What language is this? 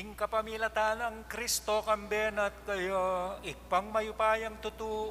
Pampanga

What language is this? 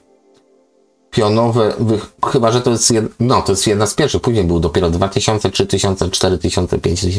Polish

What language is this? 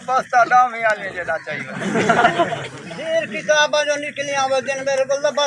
Saraiki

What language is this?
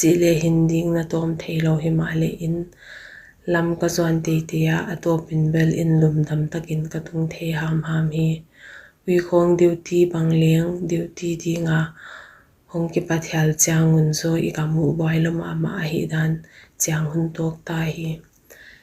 Paite Chin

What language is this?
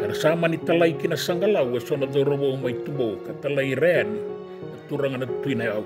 Fijian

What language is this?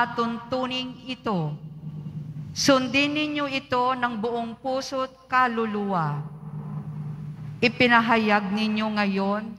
Filipino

